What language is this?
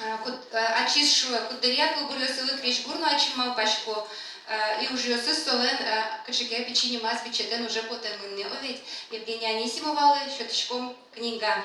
Udmurt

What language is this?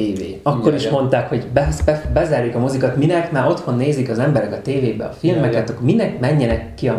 Hungarian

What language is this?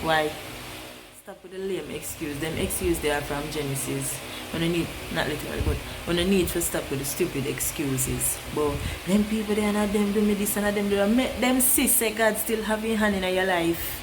Jamaican Creole English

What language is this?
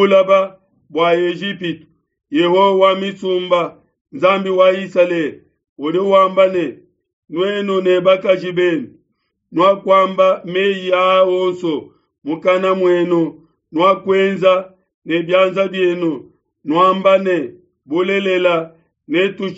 Luba-Lulua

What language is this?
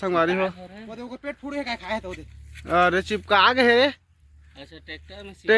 Chhattisgarhi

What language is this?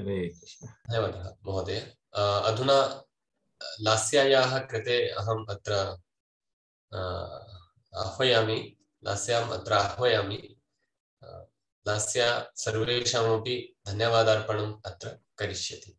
Sanskrit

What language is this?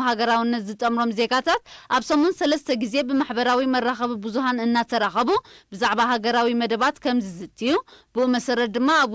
Tigrinya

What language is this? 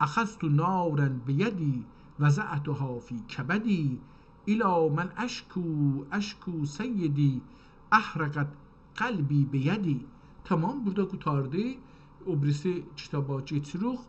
South Azerbaijani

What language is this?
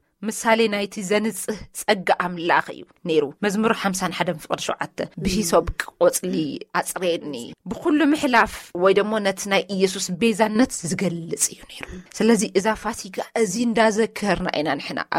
Tigrinya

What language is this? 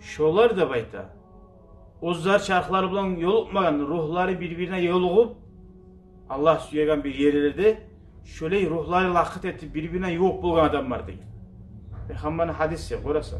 Kumyk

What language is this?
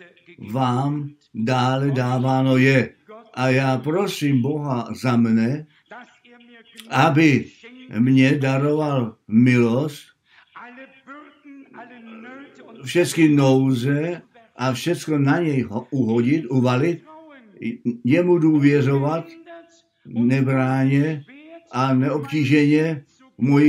Czech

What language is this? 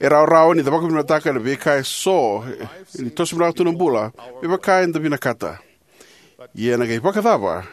Fijian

